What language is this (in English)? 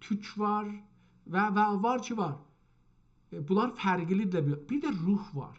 South Azerbaijani